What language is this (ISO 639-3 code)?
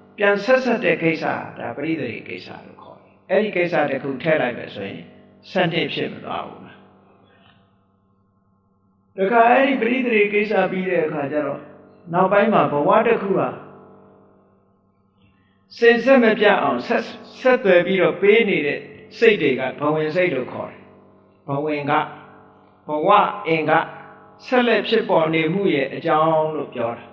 mya